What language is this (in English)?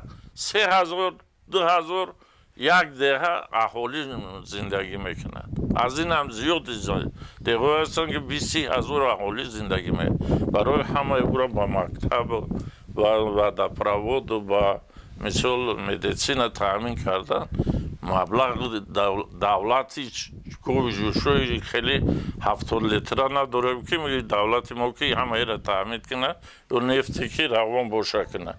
Tajik